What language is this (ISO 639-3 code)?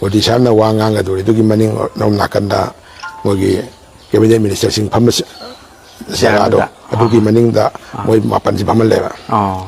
mni